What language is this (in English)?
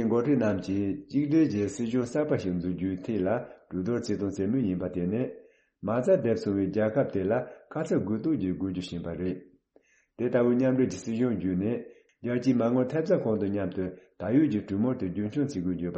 Tibetan